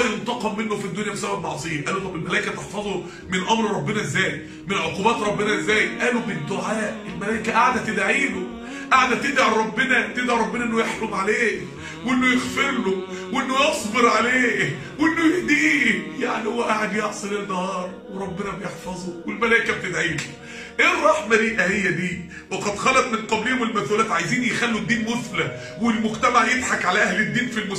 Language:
Egyptian Arabic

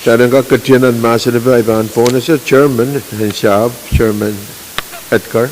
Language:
Pohnpeian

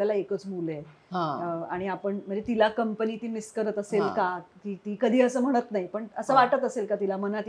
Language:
Marathi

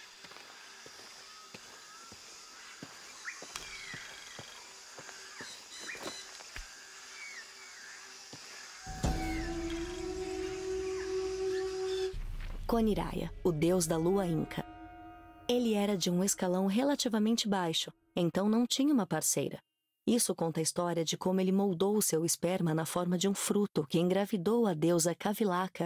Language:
Portuguese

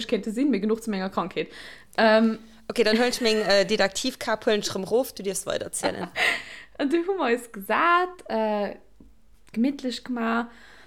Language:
Luxembourgish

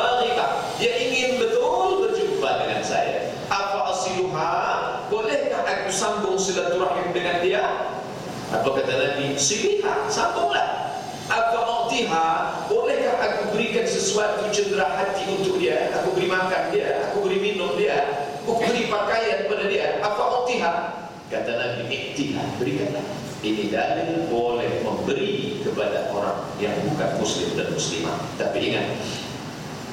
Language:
Malay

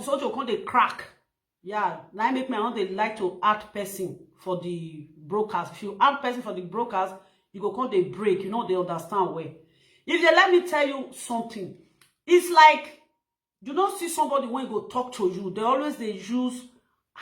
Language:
Nigerian Pidgin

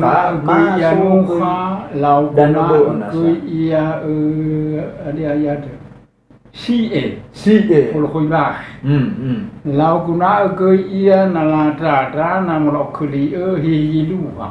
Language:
Nias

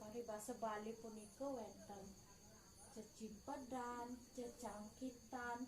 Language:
Balinese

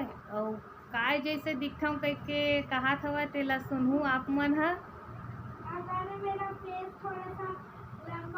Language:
Chhattisgarhi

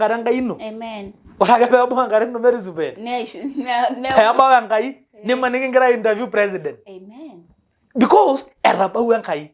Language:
Masai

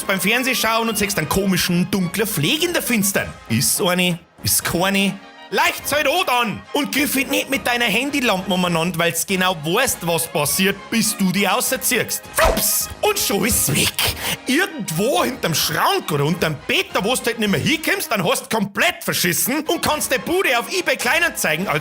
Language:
Bavarian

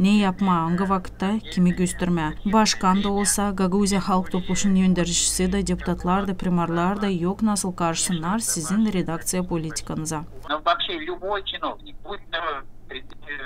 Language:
Gagauz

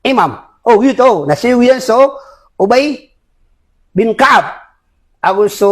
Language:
Maranao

